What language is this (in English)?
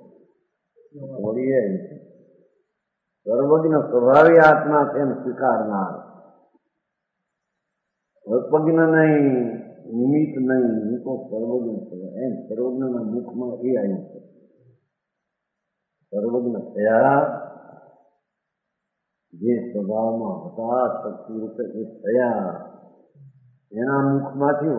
Gujarati